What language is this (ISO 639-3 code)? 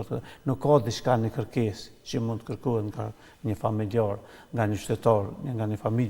sqi